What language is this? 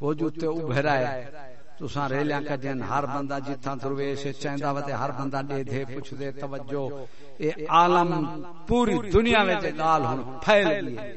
Saraiki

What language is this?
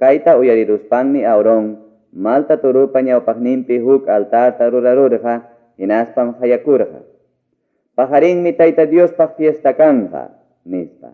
Ayacucho Quechua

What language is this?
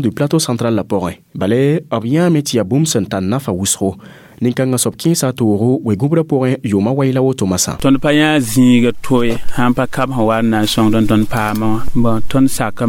Mossi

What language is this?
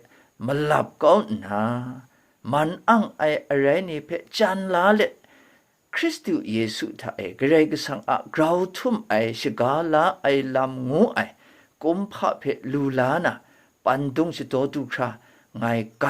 Kachin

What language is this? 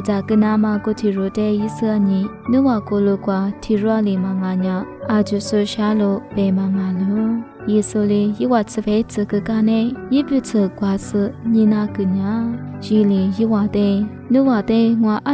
Lisu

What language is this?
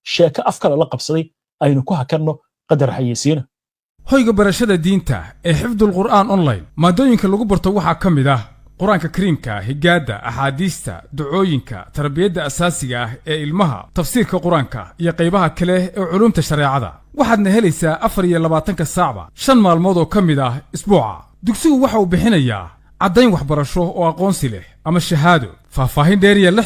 Somali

